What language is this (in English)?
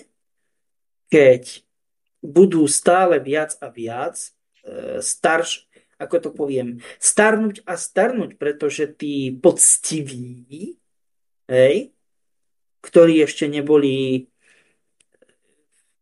Slovak